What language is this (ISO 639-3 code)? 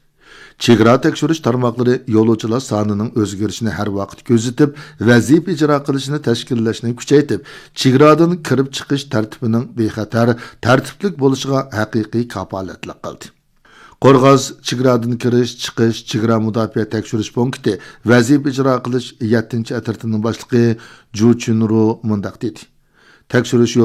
uig